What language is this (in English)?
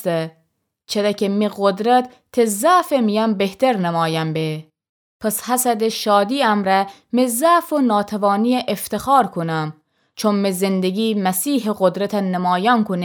Gilaki